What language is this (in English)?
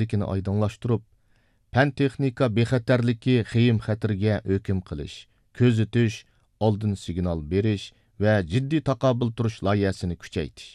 Uyghur